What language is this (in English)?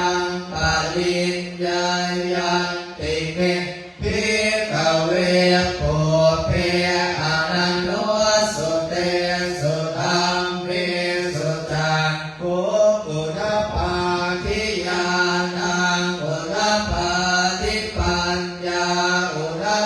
Pali